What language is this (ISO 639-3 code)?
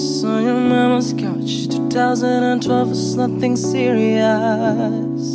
eng